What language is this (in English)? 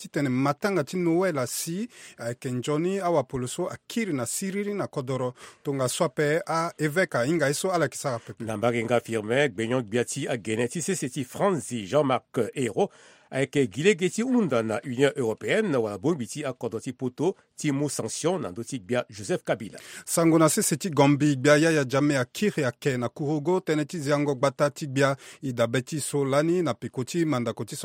Sango